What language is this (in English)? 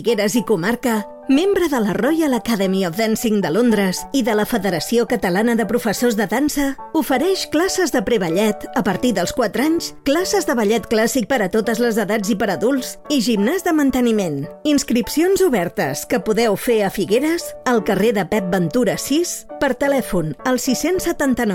Catalan